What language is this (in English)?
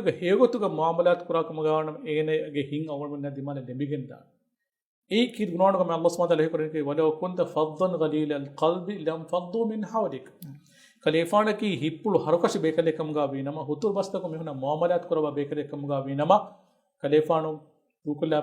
Divehi